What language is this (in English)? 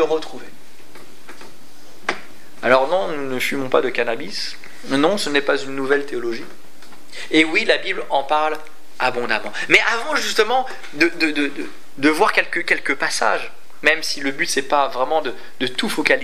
French